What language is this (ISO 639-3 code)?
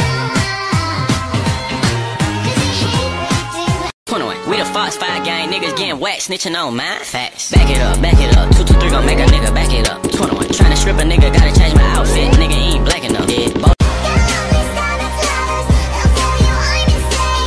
eng